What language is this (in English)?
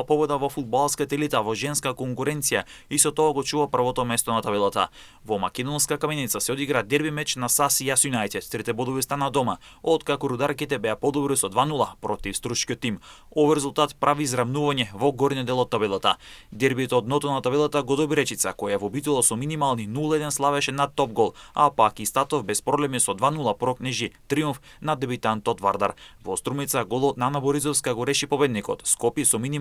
Macedonian